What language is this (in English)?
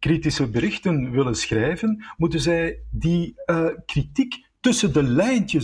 Dutch